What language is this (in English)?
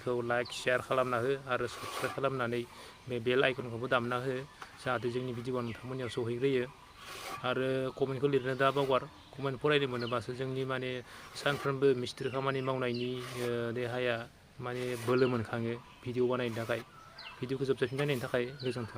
Bodo